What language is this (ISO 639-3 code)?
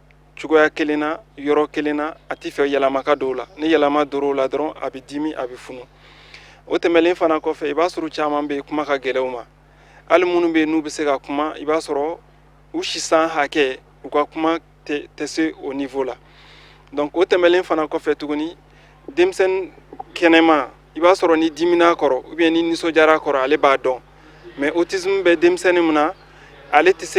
bam